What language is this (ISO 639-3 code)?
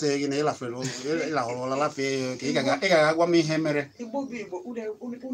ibo